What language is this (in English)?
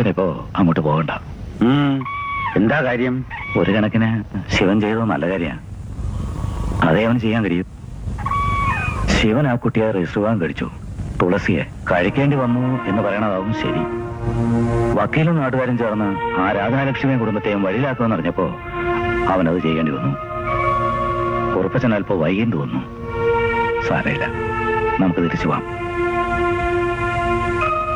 Malayalam